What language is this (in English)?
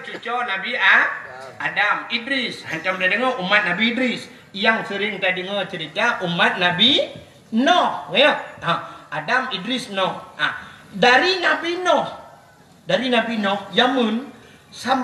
Achinese